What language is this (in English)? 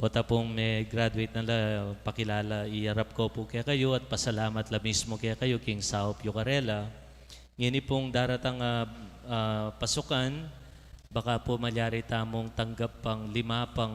Pampanga